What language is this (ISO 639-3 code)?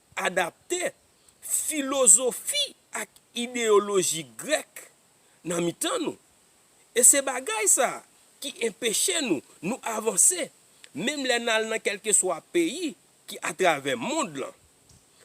hat